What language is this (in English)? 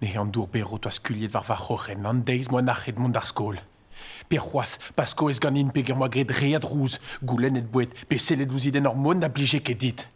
Breton